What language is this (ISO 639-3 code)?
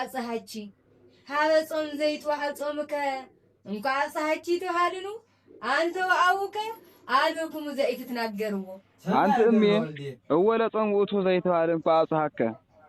amh